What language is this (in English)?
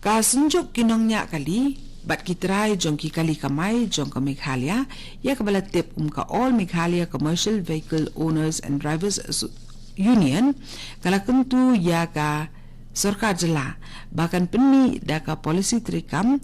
Khasi